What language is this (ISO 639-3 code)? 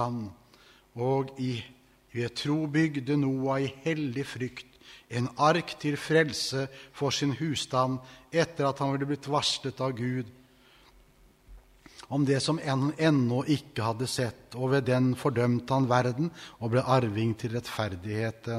nor